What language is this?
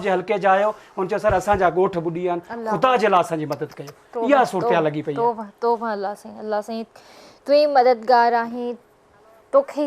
Sindhi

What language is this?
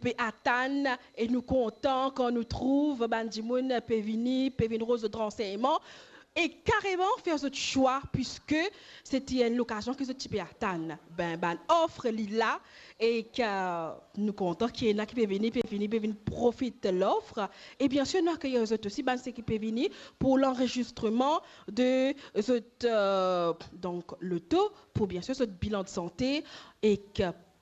Morisyen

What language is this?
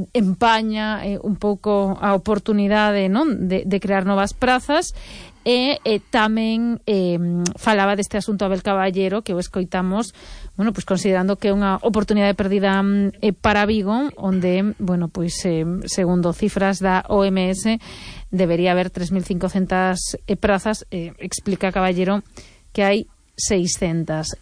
Galician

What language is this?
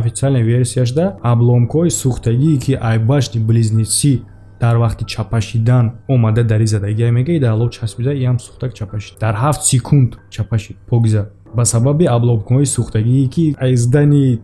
Tajik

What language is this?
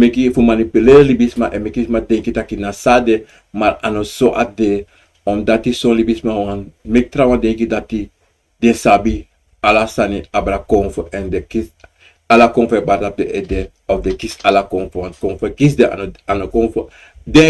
Sranan Tongo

